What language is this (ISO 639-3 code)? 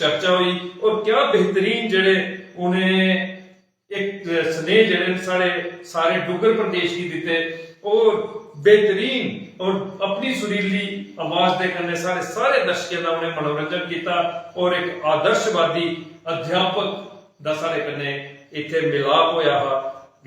doi